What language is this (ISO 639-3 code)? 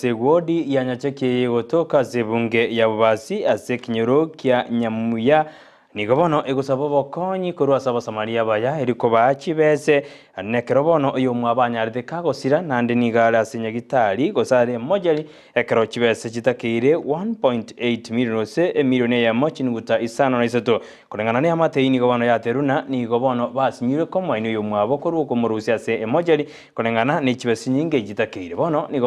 guz